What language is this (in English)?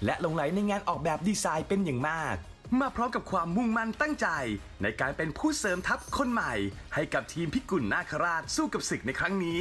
Thai